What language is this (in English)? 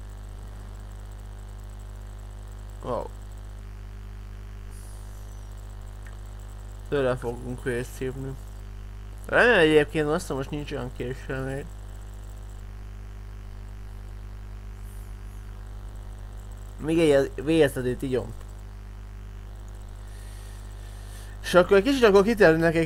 Hungarian